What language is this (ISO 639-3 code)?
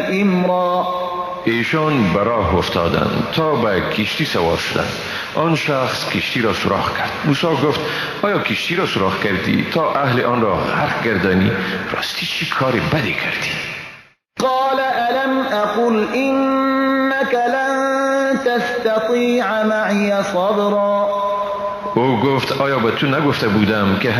fas